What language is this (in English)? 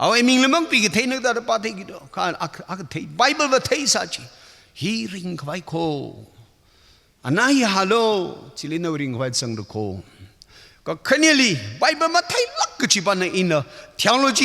Tangkhul Naga (India)